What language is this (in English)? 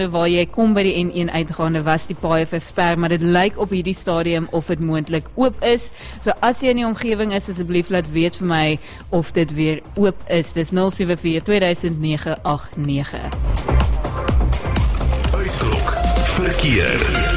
Afrikaans